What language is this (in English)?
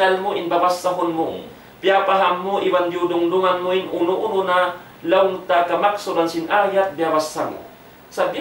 Tausug